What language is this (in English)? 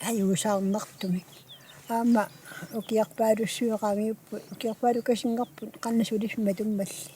Kalaallisut